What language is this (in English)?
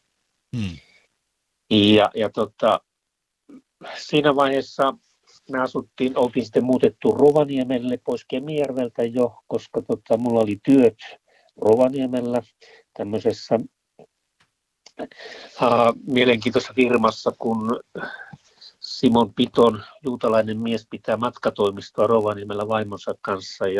Finnish